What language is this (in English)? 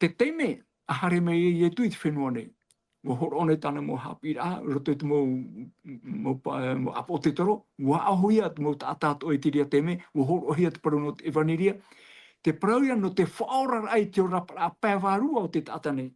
Tahitian